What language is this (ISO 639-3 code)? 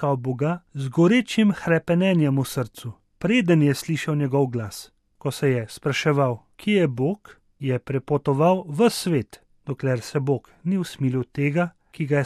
slv